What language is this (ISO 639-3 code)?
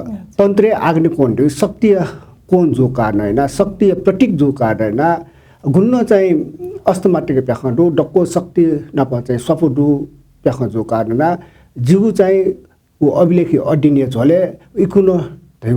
new